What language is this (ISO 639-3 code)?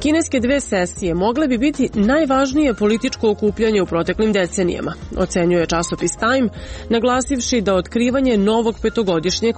srp